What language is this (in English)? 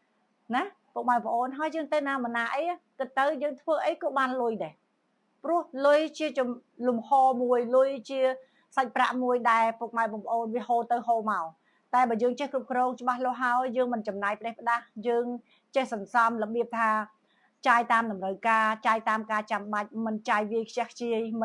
Khmer